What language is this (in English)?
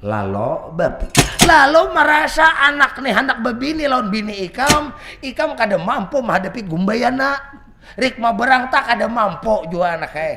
Banjar